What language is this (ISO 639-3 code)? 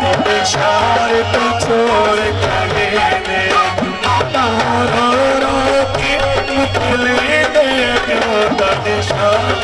skr